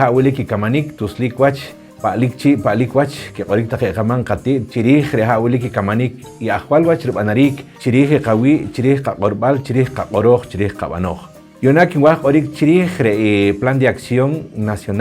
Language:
Poqomchi'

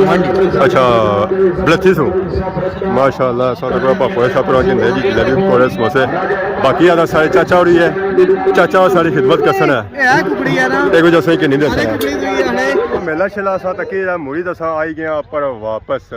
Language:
Pahari-Potwari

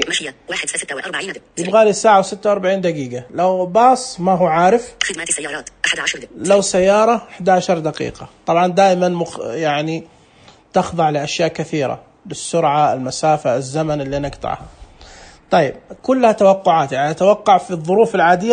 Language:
Najdi Arabic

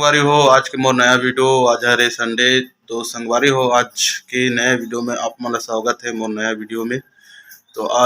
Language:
Chhattisgarhi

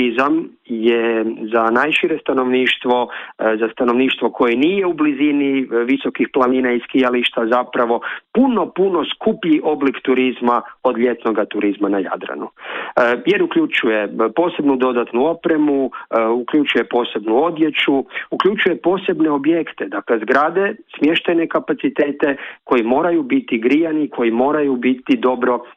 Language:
Croatian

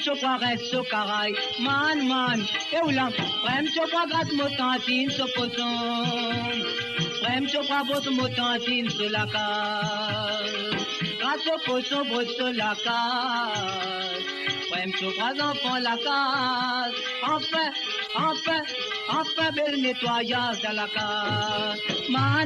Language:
Morisyen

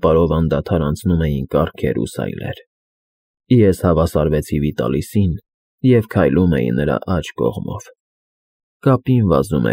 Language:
Armenian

